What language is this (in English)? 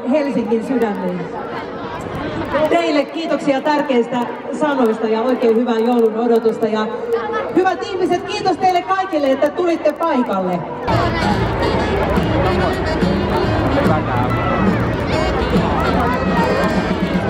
Finnish